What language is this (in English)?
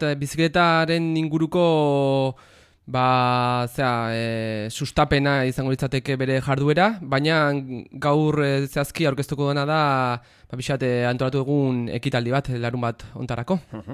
Basque